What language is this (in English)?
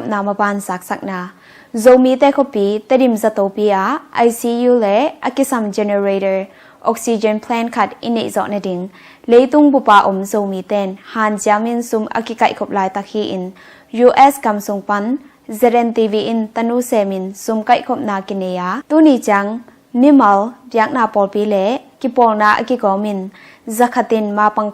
Tedim Chin